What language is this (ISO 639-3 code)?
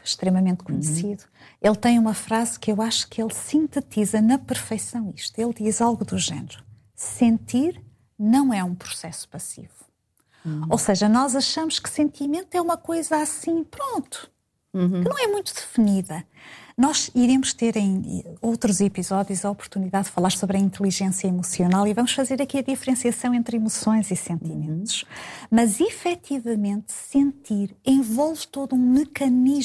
por